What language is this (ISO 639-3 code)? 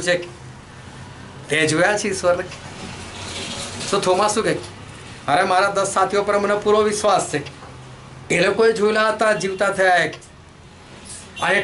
guj